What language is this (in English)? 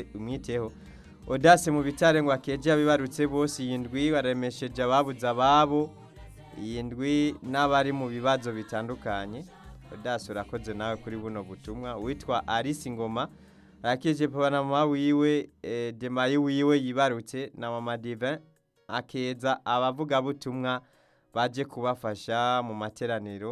Rundi